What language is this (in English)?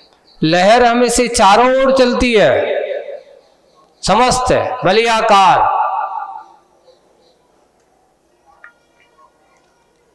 Hindi